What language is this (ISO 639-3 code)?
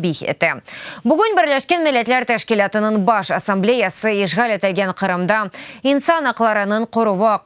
crh